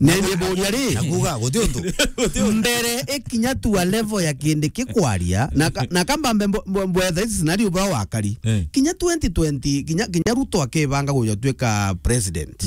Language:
Meru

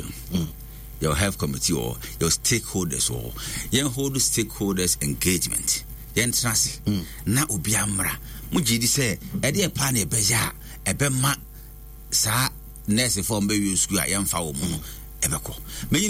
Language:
Akan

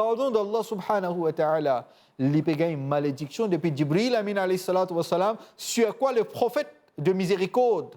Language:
Morisyen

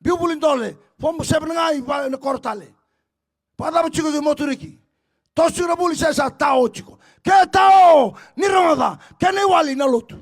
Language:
Fijian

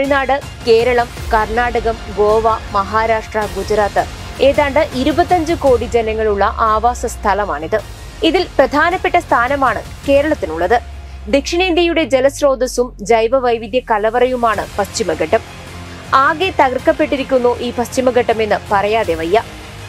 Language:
Malayalam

